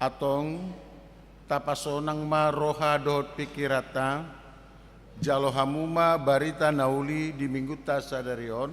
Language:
Batak Toba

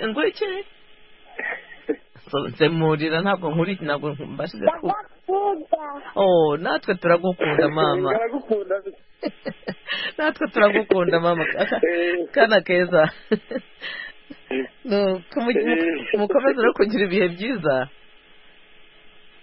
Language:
Kinyarwanda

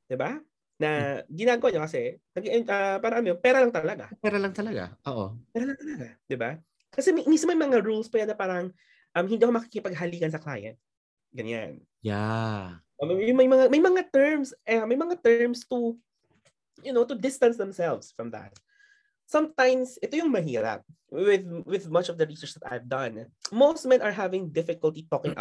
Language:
Filipino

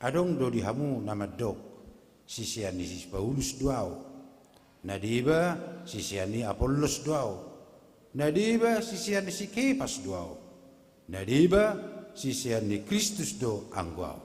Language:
Batak Toba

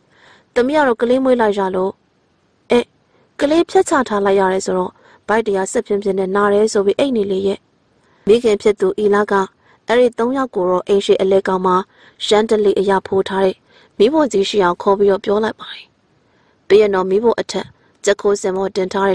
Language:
Burmese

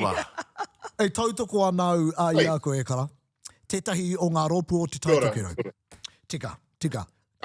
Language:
Māori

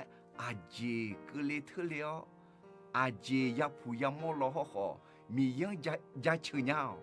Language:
Akha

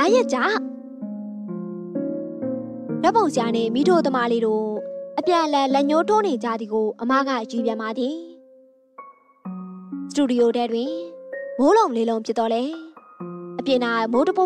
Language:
Burmese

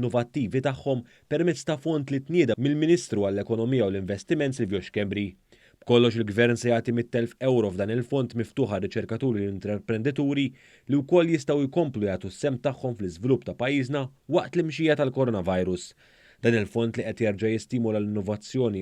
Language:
Maltese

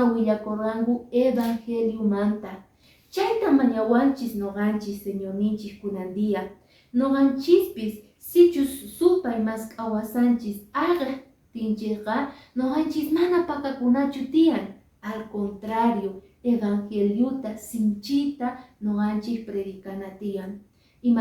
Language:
Quechua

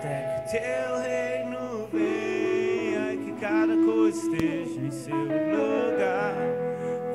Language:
Portuguese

